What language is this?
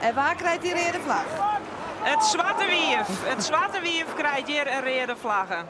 Western Frisian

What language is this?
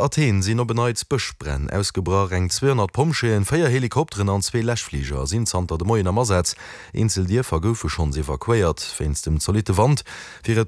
Luxembourgish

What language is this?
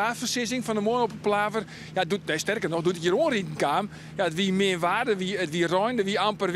Western Frisian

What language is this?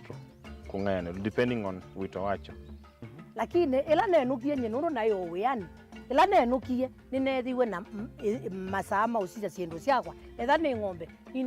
Kamba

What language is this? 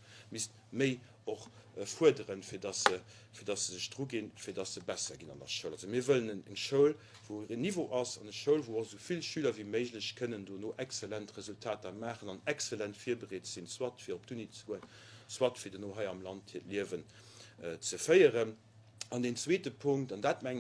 Luxembourgish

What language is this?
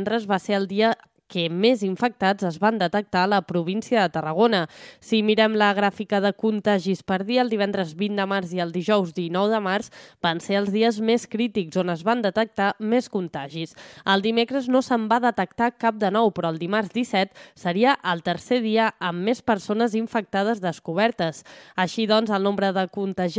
Catalan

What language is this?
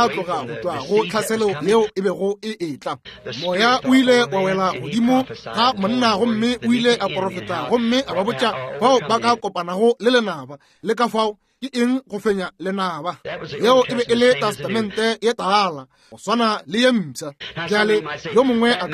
Northern Sotho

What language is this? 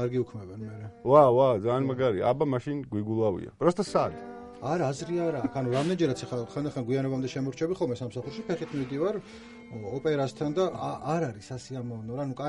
Georgian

